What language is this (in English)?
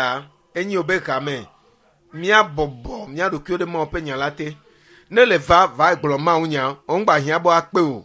Ewe